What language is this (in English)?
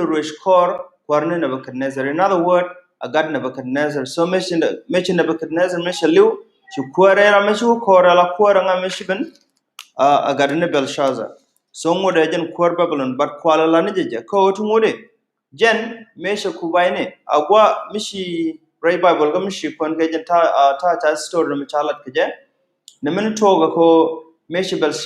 Nuer